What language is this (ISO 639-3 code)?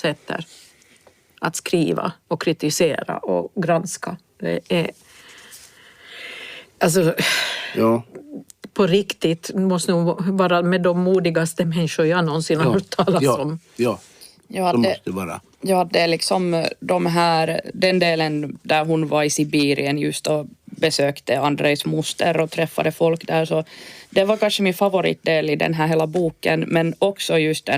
swe